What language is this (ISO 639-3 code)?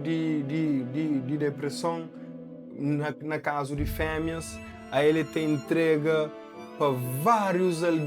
kea